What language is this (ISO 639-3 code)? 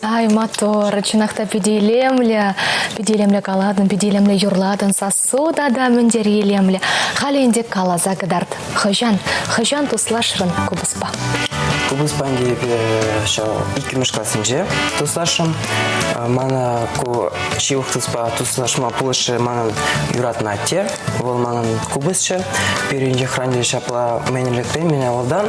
chv